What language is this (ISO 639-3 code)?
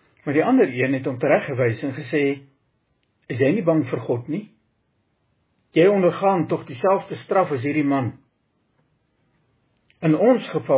afr